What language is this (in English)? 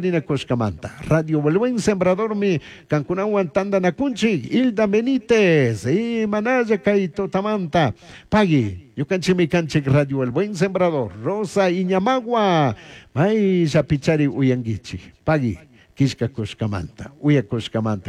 Chimborazo Highland Quichua